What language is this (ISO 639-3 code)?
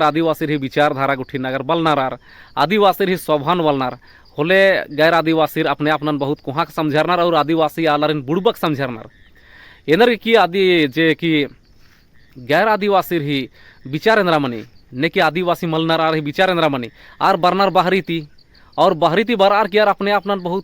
kru